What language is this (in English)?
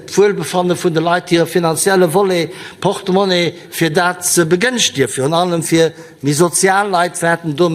Luxembourgish